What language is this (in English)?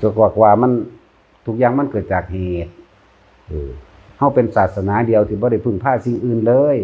Northeastern Thai